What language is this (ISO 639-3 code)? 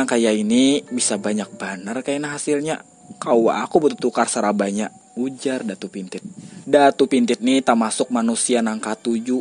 bjn